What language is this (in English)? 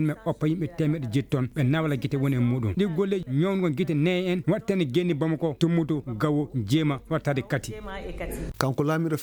Fula